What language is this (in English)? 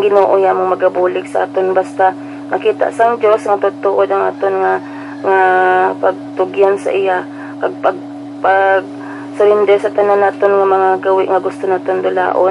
Hiligaynon